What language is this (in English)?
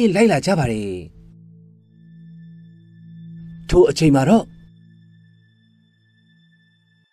Burmese